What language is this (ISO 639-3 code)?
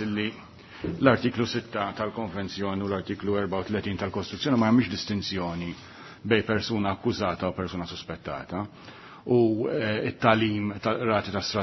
mlt